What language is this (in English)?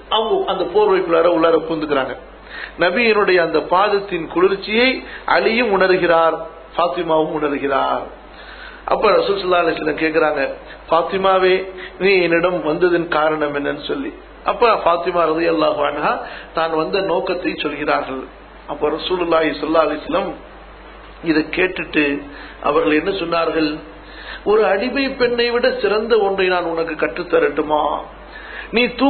Tamil